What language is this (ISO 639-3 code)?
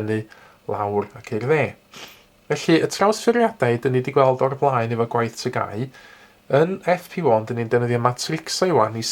cym